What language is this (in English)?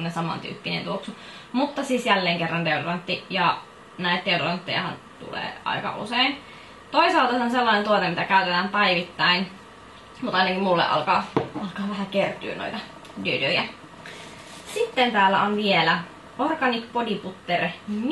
Finnish